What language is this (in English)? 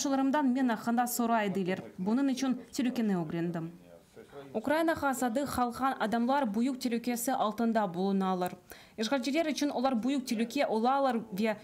Crimean Tatar